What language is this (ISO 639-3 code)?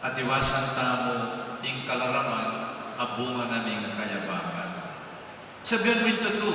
pam